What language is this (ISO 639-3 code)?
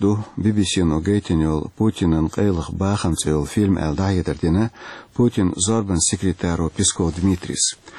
che